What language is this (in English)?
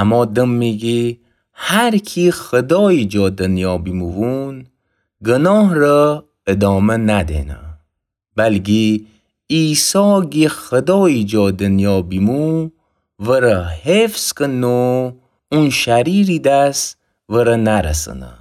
Gilaki